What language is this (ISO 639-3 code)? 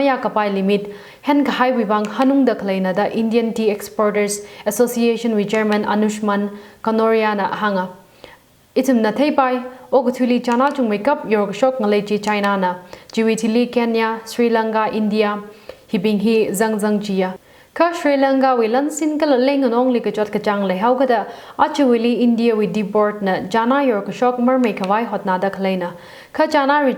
nmf